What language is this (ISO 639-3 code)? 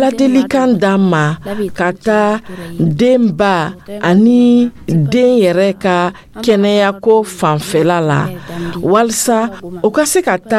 dyu